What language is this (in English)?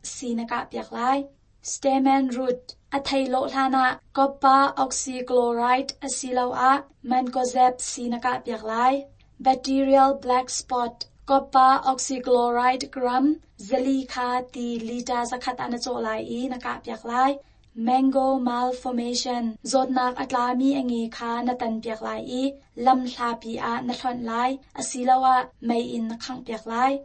Hakha Chin